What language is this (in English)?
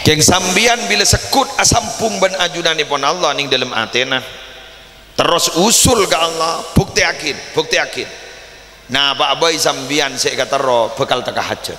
Madurese